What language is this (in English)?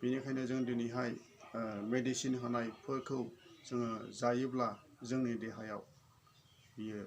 Bodo